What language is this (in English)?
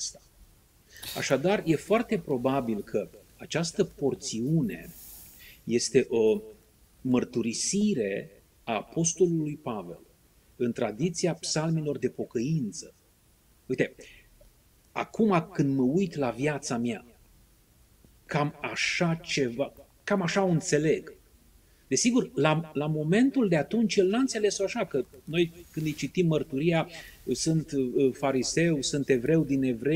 Romanian